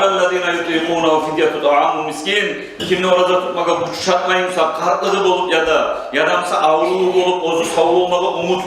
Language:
Kumyk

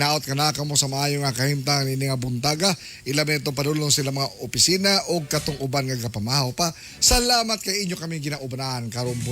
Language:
Cebuano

